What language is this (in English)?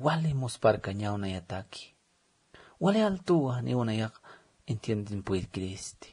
Aymara